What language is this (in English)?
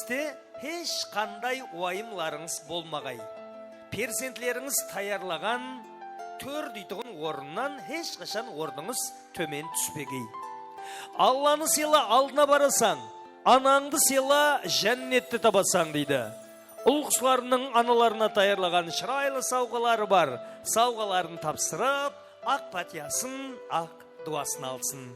Kara-Kalpak